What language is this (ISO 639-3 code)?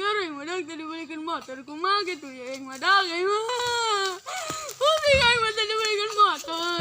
sun